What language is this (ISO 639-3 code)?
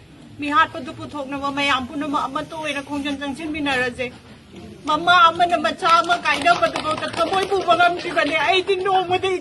mni